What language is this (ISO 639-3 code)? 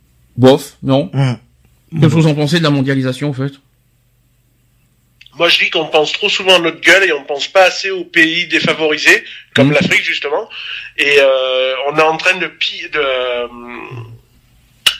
fra